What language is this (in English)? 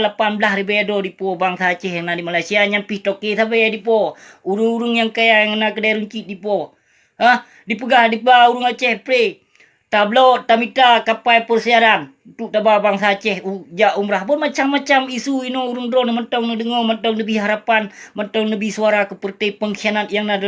Achinese